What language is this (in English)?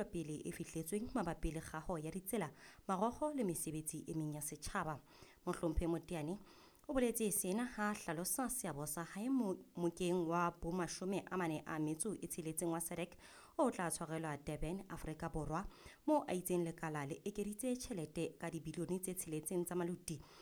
Southern Sotho